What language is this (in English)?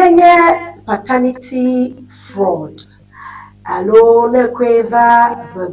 Ewe